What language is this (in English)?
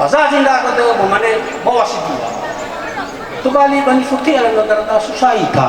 Nias